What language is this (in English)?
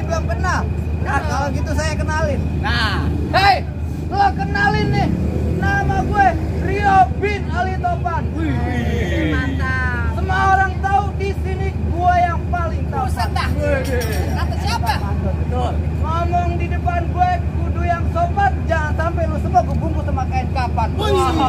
Betawi